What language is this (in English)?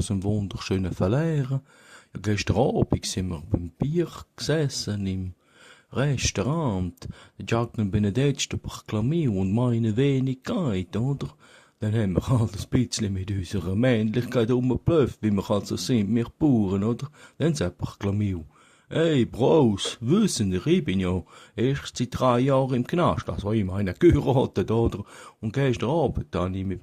Swiss German